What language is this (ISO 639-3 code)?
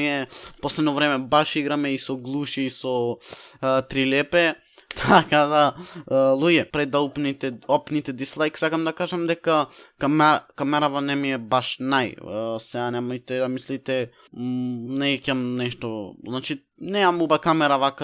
mkd